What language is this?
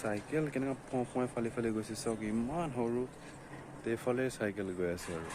Assamese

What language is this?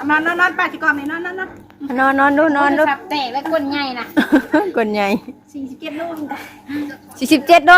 Northeastern Thai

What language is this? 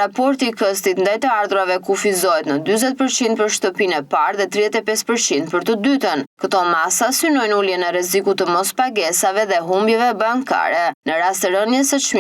Albanian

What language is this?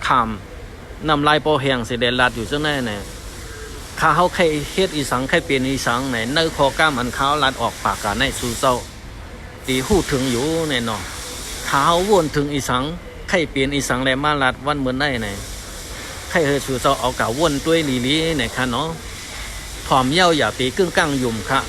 Shan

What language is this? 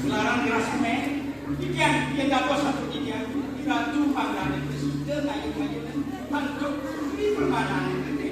Balinese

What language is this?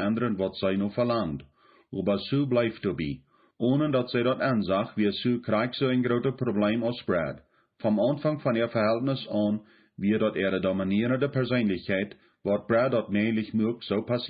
Plautdietsch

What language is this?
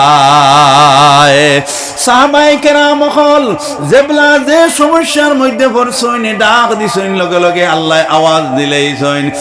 Sylheti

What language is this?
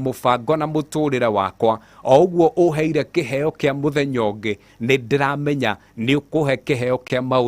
Kikuyu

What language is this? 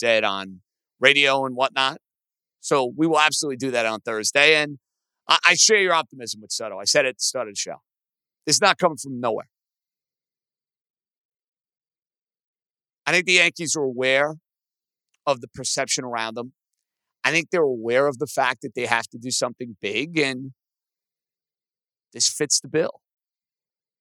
English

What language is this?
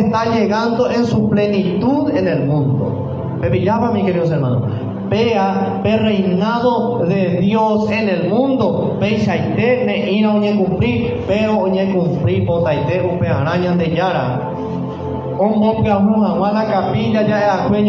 Guarani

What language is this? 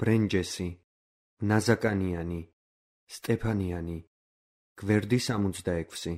Georgian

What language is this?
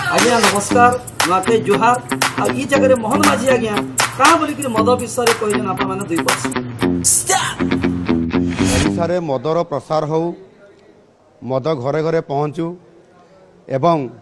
Odia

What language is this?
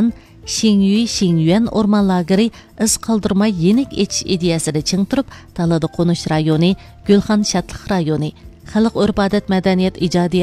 Uyghur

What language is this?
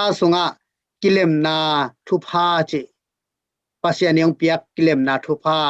Tedim Chin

